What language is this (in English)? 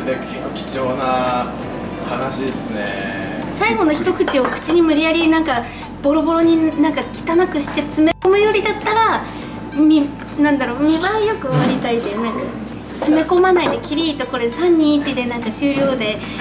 Japanese